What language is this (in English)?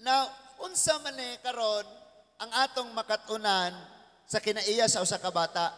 Cebuano